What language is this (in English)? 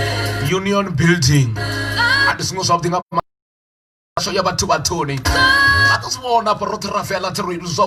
Venda